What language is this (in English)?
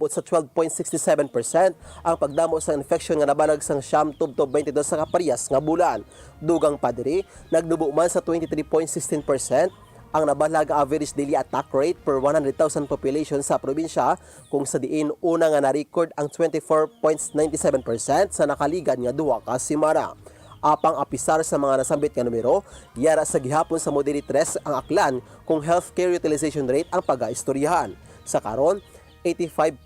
Hiligaynon